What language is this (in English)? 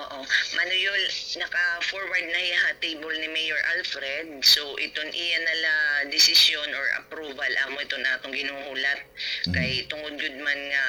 Waray